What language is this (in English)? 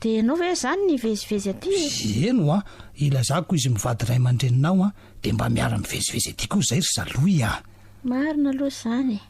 Malagasy